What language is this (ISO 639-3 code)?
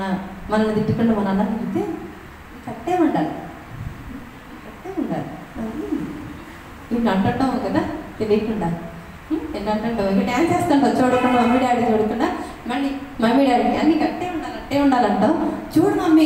tel